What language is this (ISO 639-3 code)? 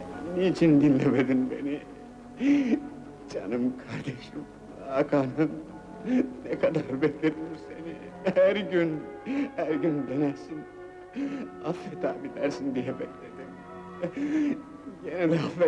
tur